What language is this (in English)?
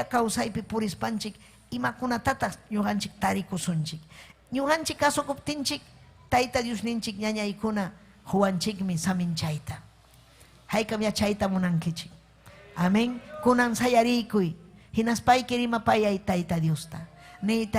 Ayacucho Quechua